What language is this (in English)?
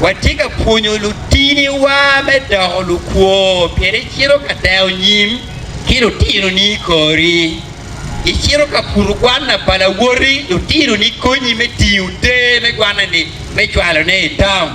Acoli